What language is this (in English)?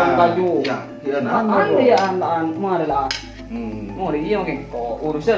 Madurese